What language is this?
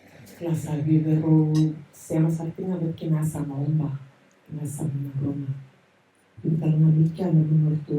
Fijian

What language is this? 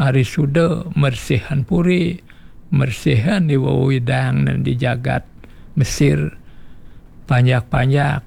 Balinese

